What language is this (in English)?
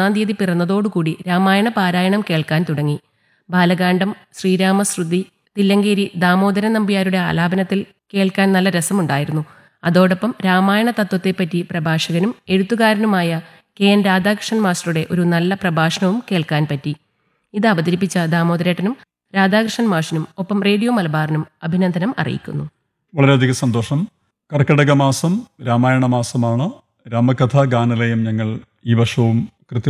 Malayalam